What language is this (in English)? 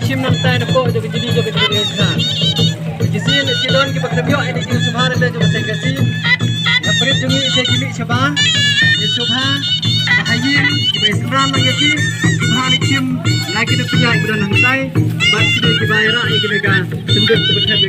Khasi